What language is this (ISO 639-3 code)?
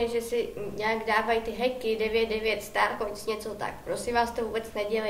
ces